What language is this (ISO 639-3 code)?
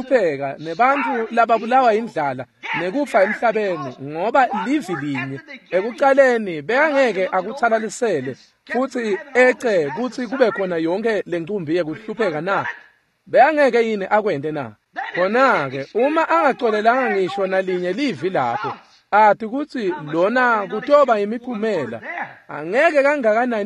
ssw